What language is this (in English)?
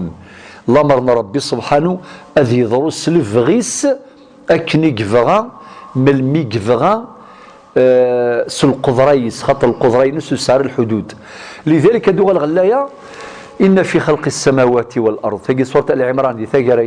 Kabyle